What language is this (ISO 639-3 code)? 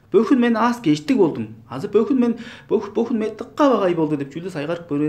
tyv